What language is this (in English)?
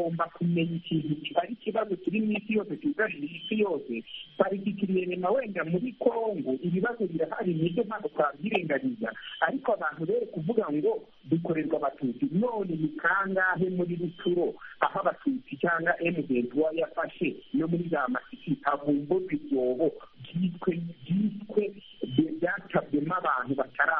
Kinyarwanda